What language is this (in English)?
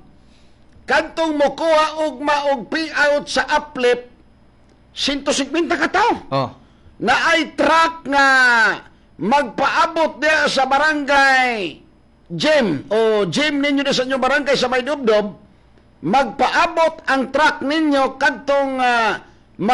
Cebuano